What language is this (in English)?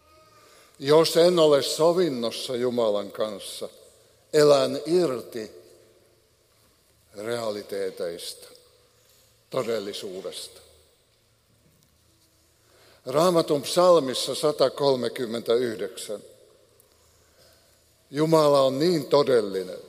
Finnish